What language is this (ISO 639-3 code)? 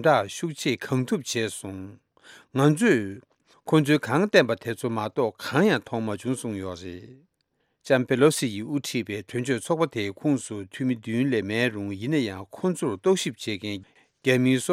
bod